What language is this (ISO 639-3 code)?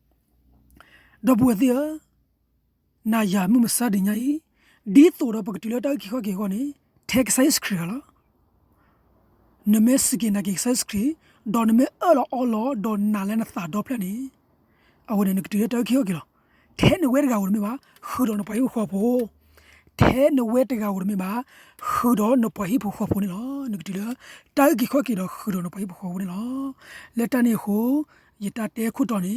ksw